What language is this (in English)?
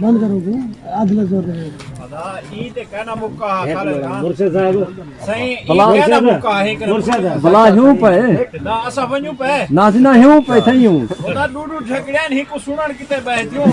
Saraiki